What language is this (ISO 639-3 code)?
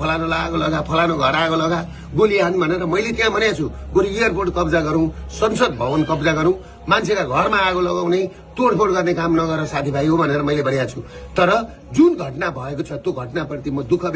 nep